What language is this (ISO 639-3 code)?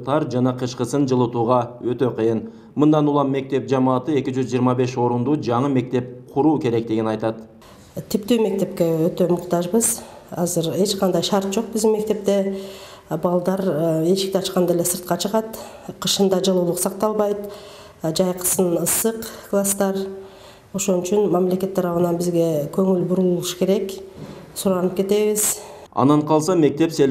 kir